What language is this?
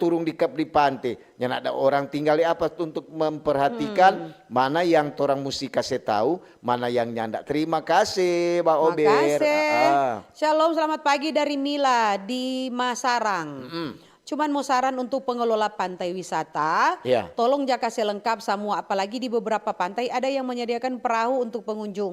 Manado Malay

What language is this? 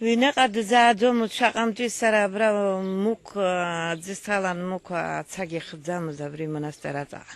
Abkhazian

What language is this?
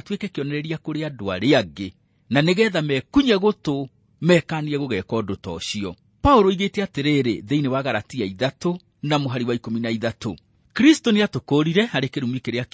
Kikuyu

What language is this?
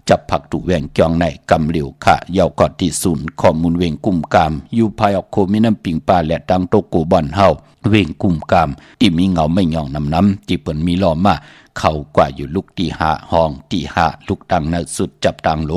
Shan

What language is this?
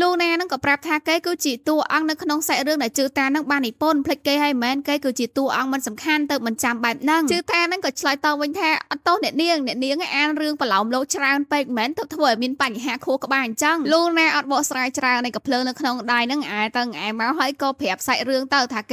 Khmer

